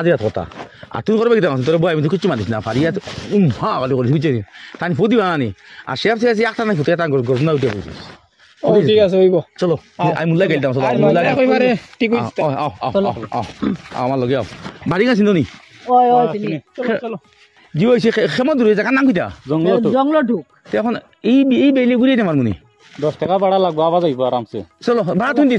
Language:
Sylheti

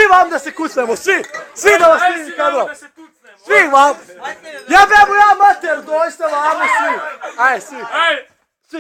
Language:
Bosnian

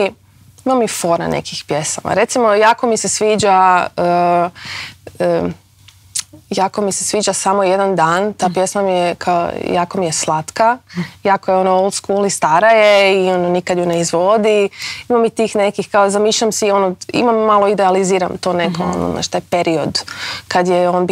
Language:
Croatian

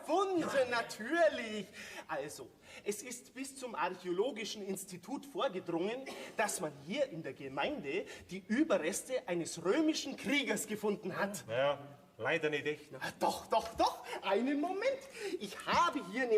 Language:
Bavarian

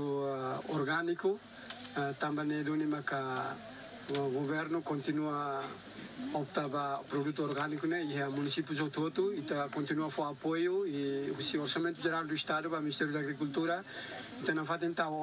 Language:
Tetum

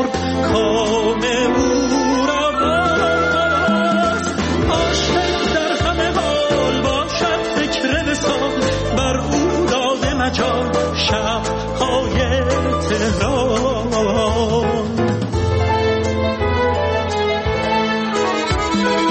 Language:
Persian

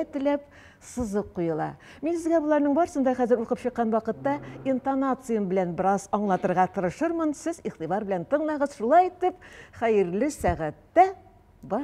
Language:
Tatar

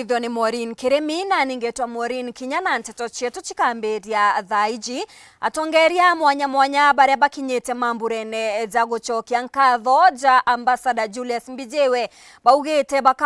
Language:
Meru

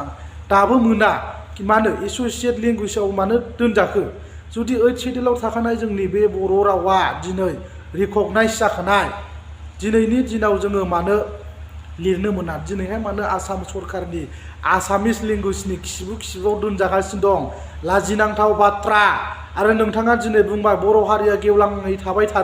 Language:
Bodo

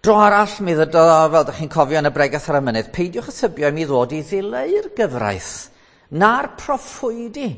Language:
Welsh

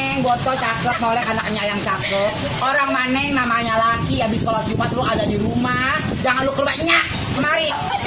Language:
Betawi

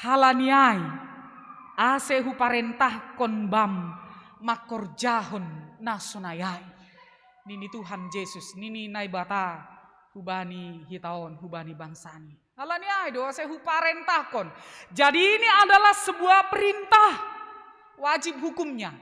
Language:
Batak Simalungun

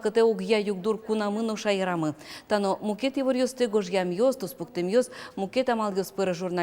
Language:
Udmurt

